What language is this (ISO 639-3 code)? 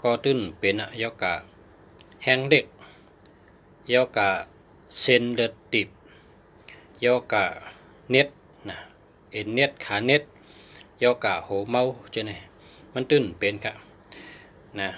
shn